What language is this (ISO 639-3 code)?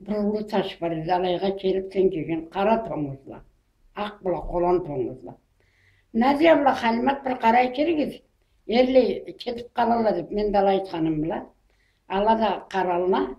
krc